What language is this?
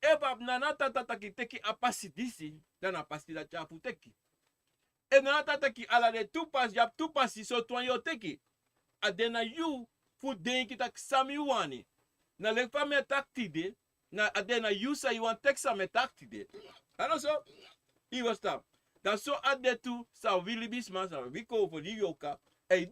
Sranan Tongo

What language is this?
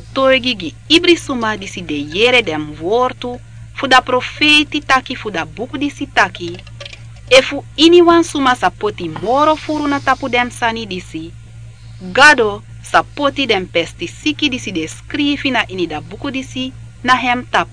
Sranan Tongo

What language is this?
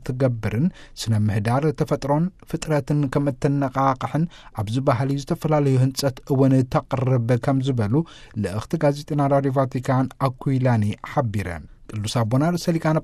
Tigrinya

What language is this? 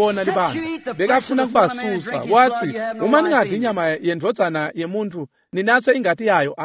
Swati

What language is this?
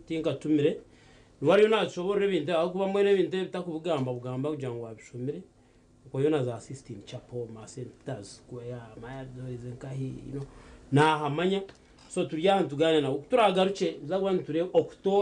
Nyankole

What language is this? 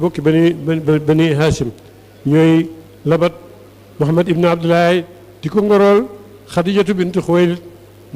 Wolof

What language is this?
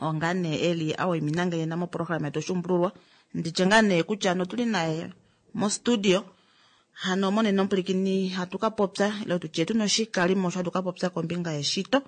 Kuanyama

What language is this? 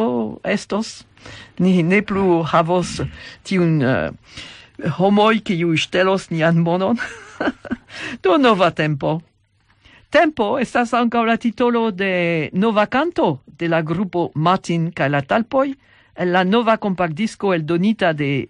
Esperanto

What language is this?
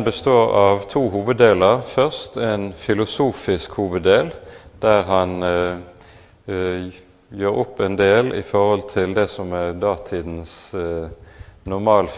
Norwegian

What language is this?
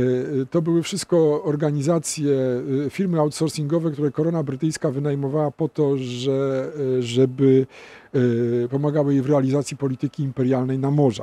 Polish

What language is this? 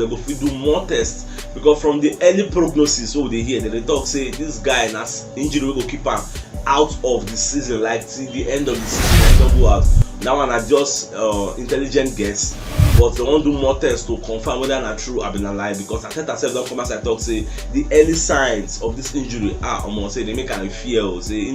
Nigerian Pidgin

